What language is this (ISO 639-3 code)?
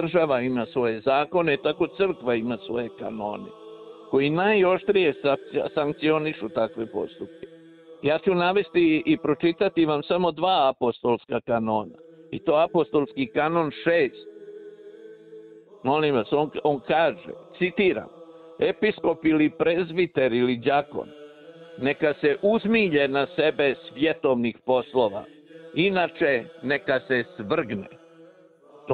srp